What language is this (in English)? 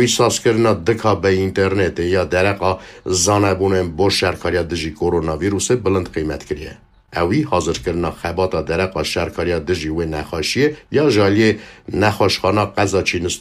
Kurdish